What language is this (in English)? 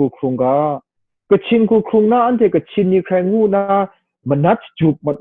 Kachin